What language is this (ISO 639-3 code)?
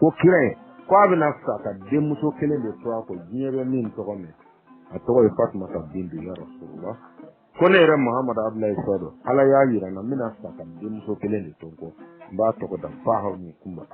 bam